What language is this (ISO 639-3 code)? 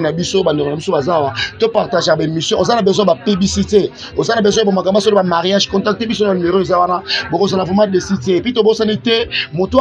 lin